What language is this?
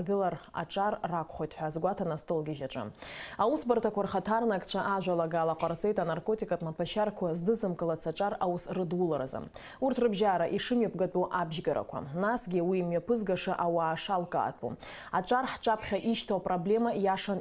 Abkhazian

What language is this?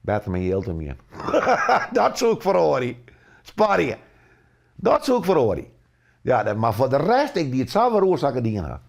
Western Frisian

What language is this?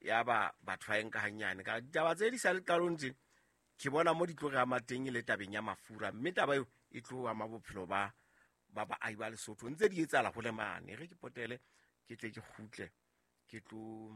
Southern Sotho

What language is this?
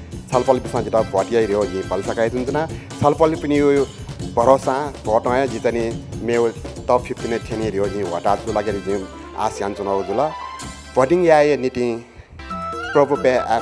Newari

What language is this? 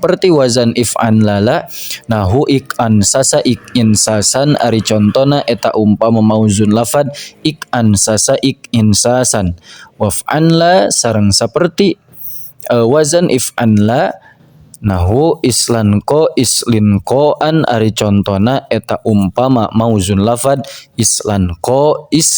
Sundanese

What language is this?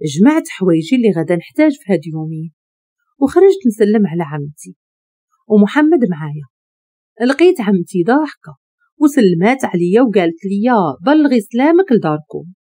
Moroccan Arabic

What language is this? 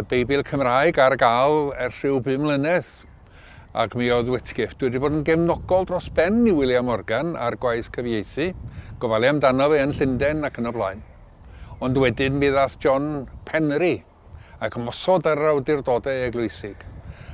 Welsh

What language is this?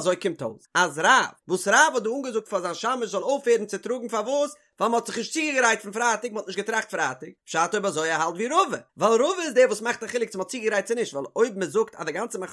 Yiddish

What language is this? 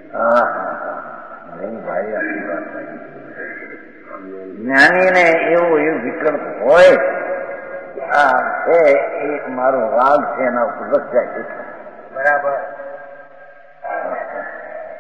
Gujarati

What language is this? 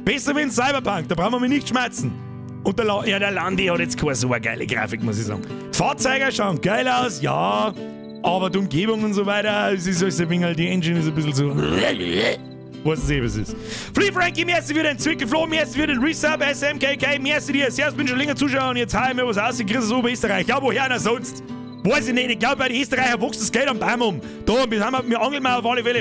Bavarian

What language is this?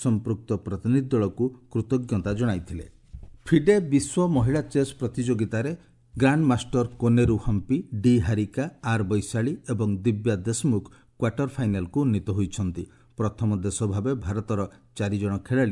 Odia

